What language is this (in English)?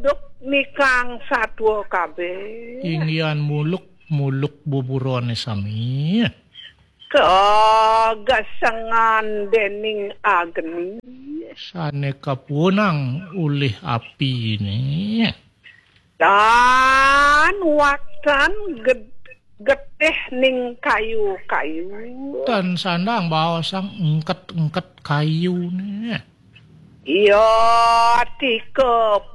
Balinese